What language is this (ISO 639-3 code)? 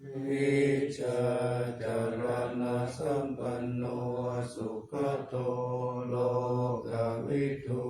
pli